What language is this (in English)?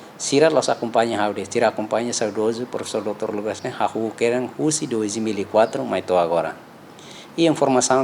Tetum